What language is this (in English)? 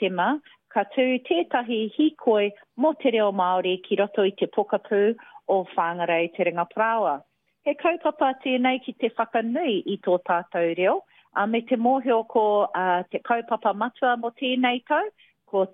Māori